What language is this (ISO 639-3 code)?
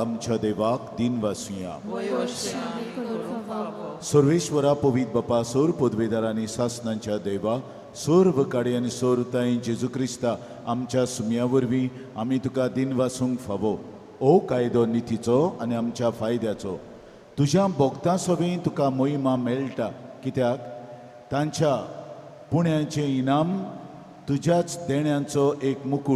kok